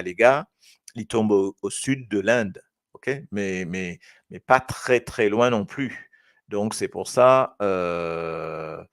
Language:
Morisyen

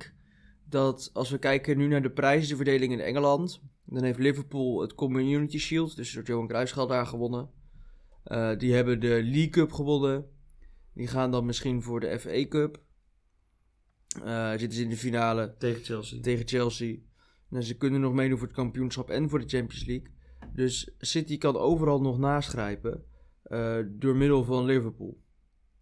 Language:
Dutch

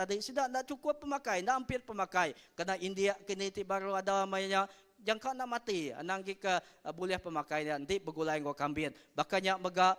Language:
Iban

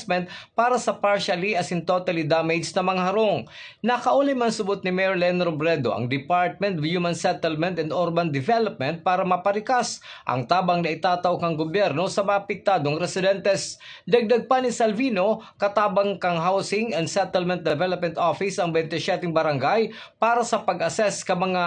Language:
Bikol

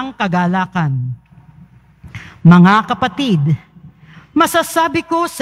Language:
Filipino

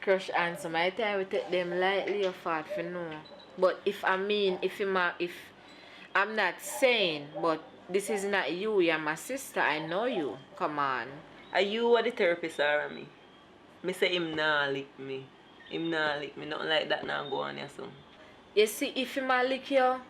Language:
Jamaican Creole English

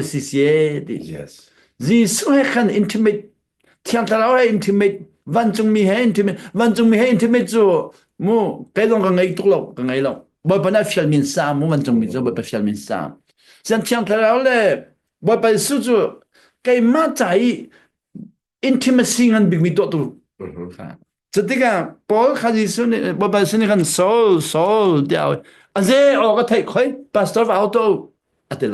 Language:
Hakha Chin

